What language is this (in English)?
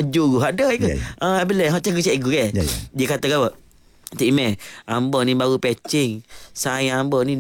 Malay